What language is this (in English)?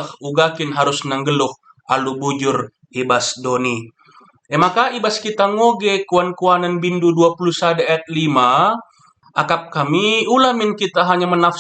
Batak Karo